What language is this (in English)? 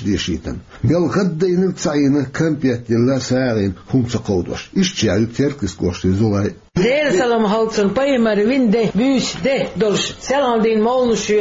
Chechen